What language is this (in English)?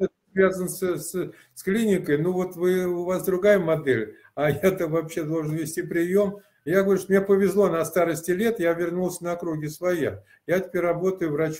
Russian